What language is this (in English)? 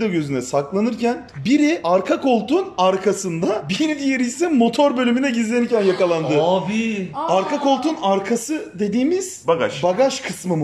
Turkish